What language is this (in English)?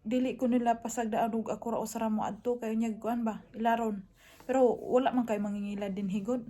Cebuano